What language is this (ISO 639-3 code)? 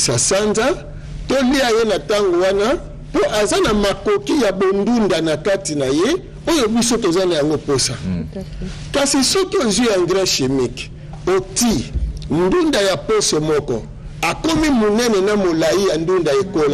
lin